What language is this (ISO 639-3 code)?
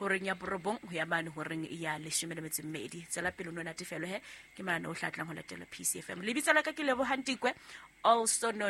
sot